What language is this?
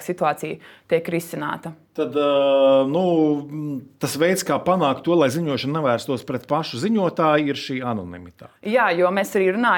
Latvian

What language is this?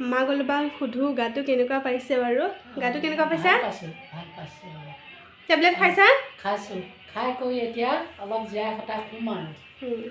Assamese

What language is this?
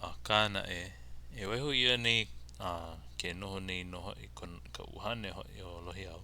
Hawaiian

